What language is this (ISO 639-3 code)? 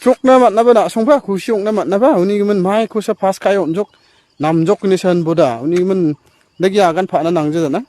grt